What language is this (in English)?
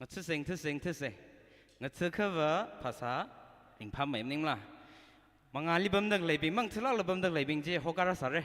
Tangkhul Naga (India)